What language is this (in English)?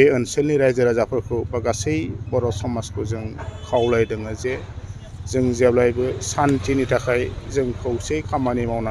Bodo